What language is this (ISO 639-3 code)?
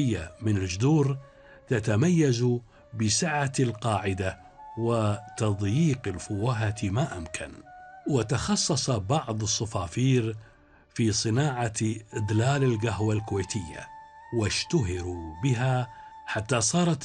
ara